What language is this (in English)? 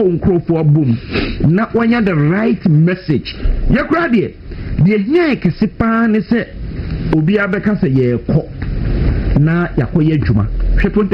Akan